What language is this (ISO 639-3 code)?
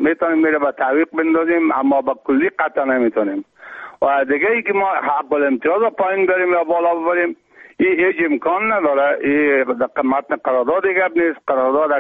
fas